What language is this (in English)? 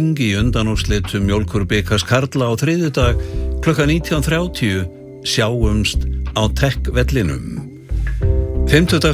Icelandic